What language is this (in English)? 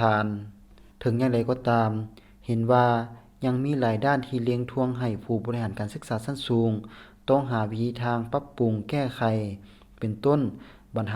Lao